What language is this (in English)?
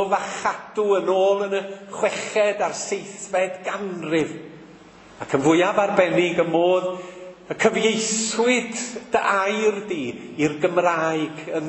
Welsh